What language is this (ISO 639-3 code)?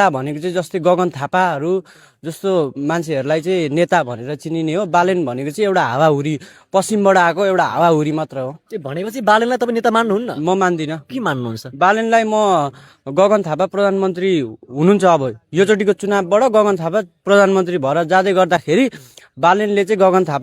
nep